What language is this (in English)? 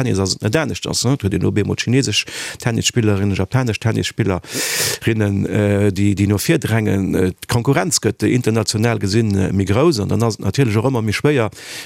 Luxembourgish